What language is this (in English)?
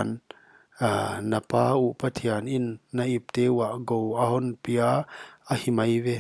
Paite Chin